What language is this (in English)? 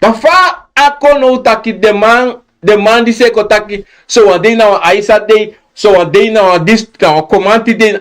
Sranan Tongo